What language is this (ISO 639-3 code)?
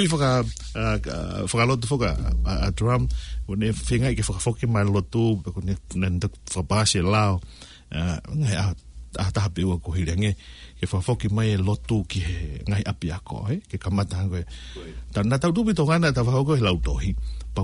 ton